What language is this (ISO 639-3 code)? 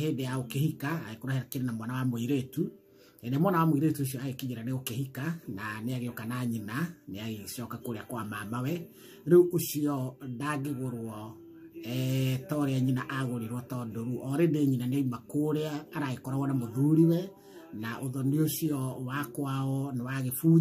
kik